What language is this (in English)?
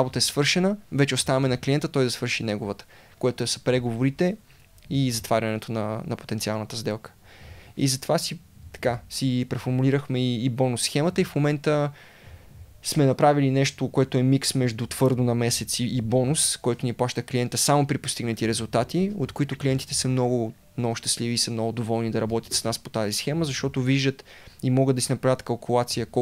Bulgarian